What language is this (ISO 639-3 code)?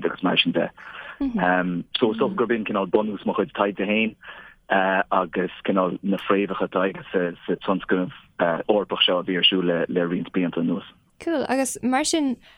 gle